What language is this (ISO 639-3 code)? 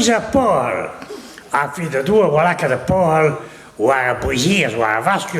bre